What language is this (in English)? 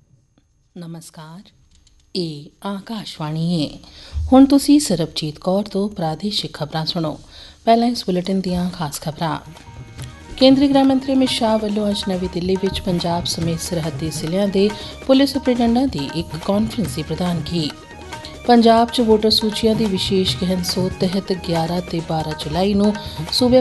Punjabi